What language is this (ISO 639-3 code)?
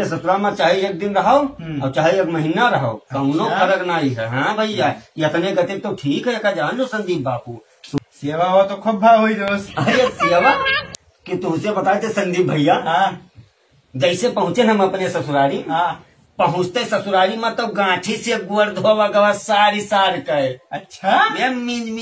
awa